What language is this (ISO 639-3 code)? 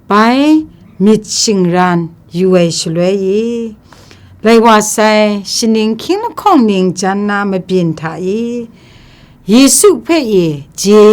kac